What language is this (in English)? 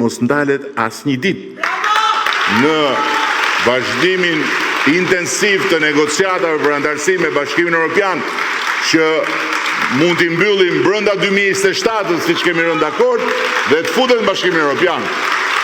Albanian